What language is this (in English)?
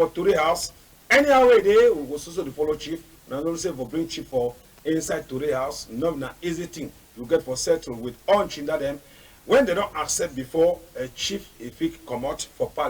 Cameroon Pidgin